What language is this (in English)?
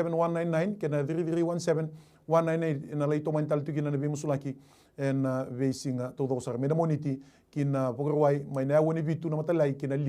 Fijian